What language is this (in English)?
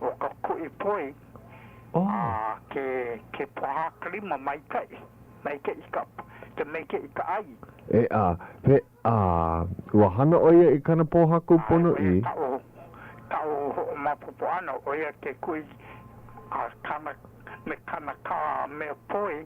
Hawaiian